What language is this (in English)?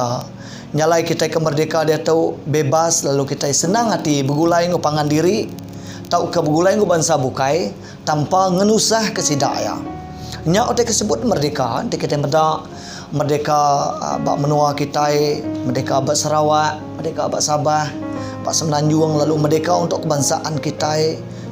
Iban